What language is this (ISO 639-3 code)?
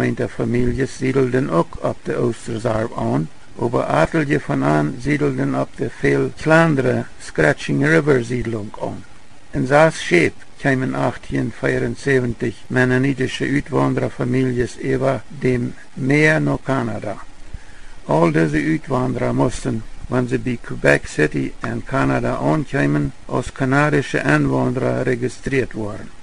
pdt